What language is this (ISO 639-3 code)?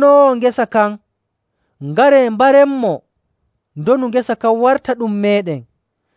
fuv